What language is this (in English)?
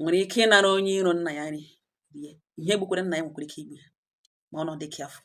Igbo